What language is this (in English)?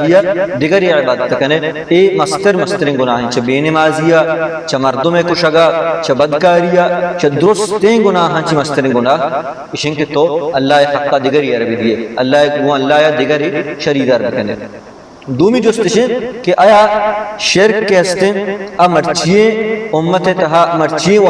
Baluchi